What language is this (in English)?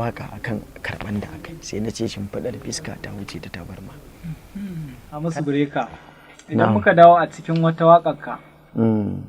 Hausa